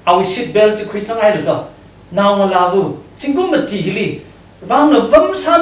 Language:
Tangkhul Naga (India)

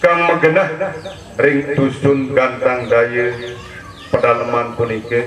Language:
Sasak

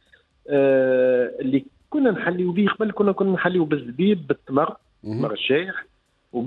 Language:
Tunisian Arabic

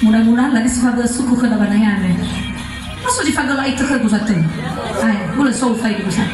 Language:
Nias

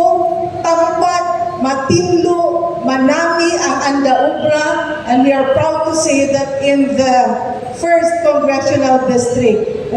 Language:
Hiligaynon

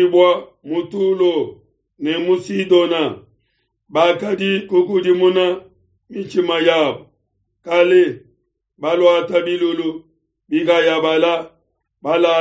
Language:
Luba-Lulua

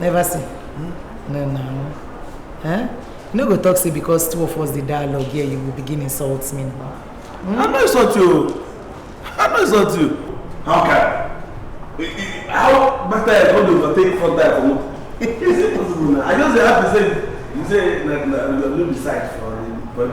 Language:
Nigerian Pidgin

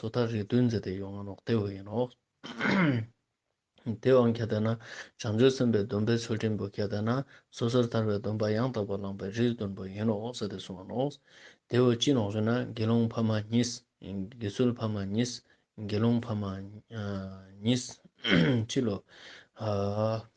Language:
Ladakhi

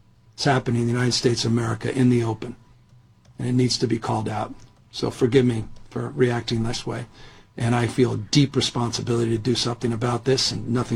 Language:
English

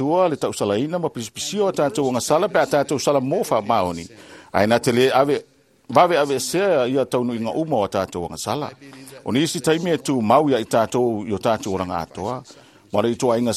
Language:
Samoan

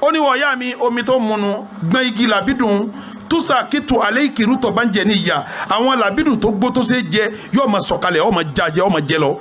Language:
Yoruba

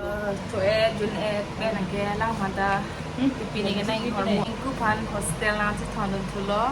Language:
Karbi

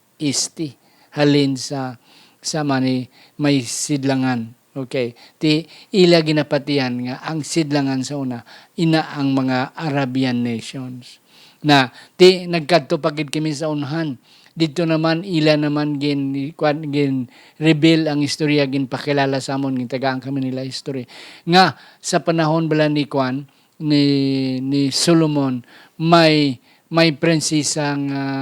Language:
Hiligaynon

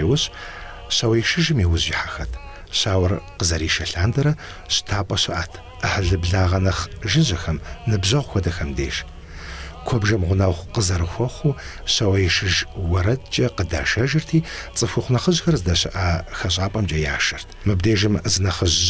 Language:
Kabardian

